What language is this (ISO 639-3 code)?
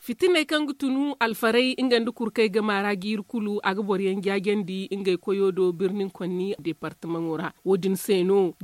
dje